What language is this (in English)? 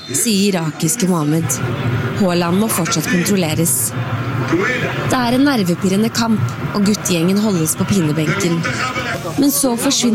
Norwegian